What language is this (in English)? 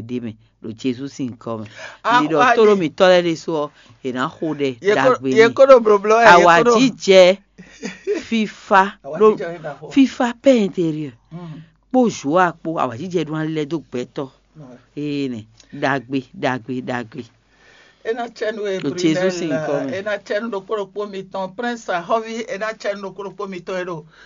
Fon